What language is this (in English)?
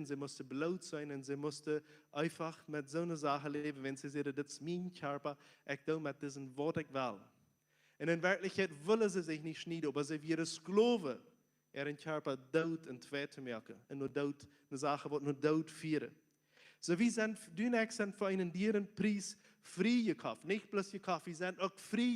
Plautdietsch